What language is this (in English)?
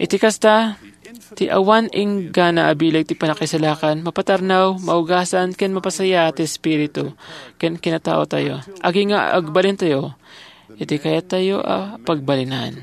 Iloko